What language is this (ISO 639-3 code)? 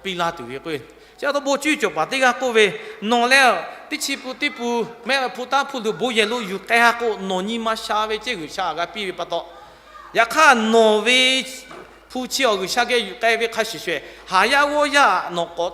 lhu